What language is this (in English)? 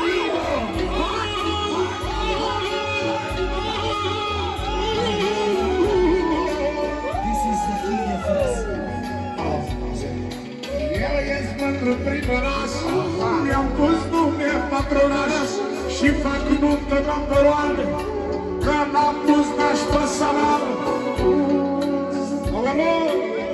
Romanian